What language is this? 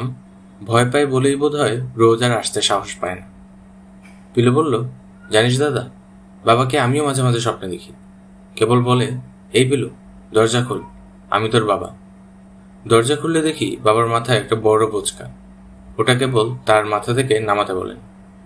Bangla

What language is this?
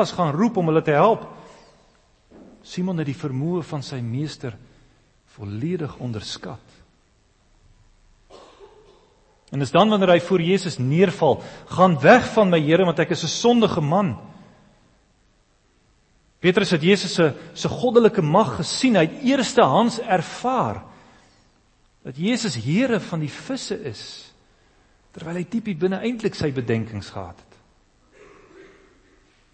Afrikaans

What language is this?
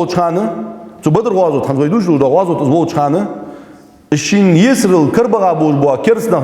Ingush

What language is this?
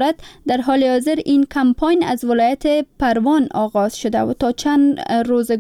Persian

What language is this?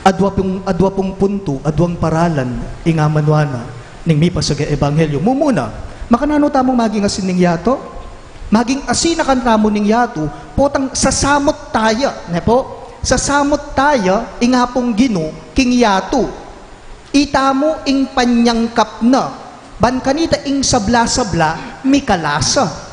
Pampanga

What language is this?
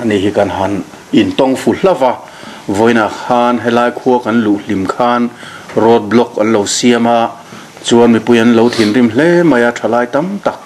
Mizo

